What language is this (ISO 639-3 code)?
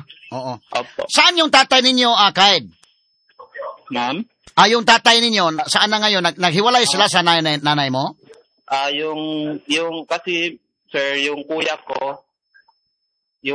fil